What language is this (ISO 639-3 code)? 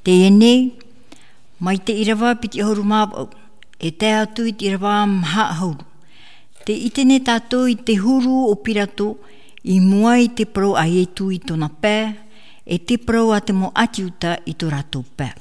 tah